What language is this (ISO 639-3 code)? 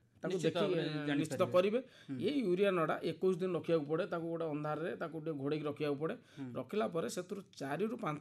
ori